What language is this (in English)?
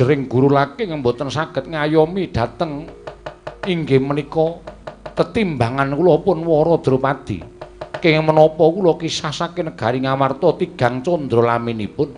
Javanese